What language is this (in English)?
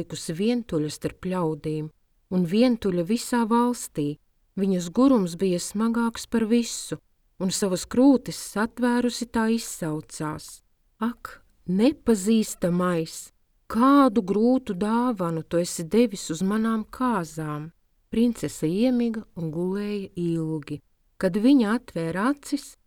Latvian